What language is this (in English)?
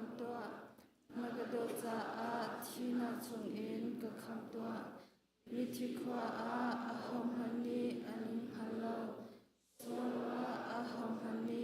Hakha Chin